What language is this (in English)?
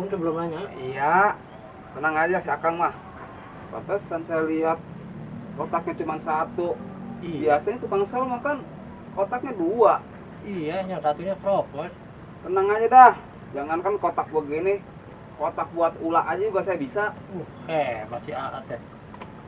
Betawi